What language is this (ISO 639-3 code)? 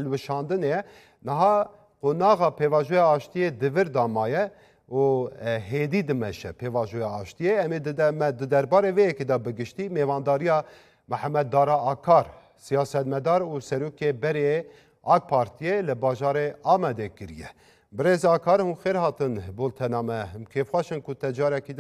kur